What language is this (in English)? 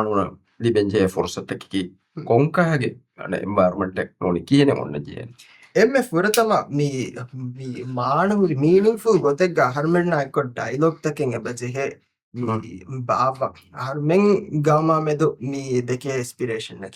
Divehi